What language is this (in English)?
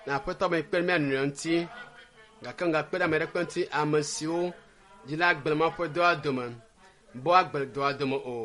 Ewe